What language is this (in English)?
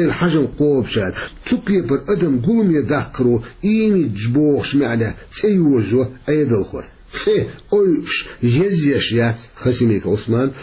Chechen